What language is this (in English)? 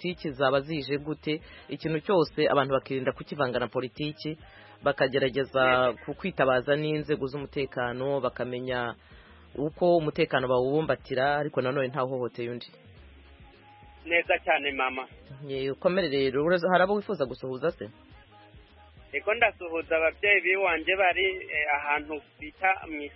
Kinyarwanda